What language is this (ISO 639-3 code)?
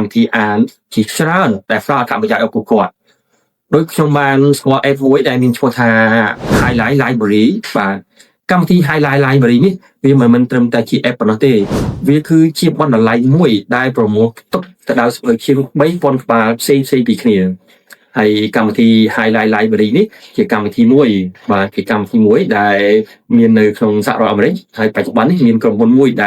khm